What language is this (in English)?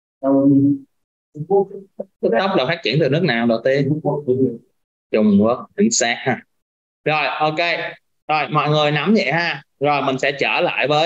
Vietnamese